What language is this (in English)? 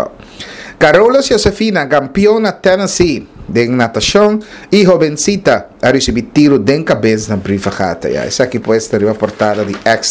Papiamento